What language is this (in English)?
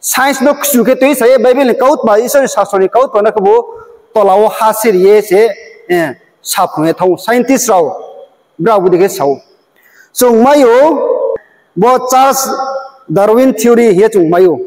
Riang (India)